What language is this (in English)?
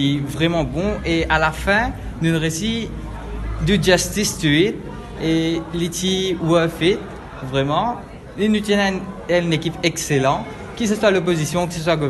Morisyen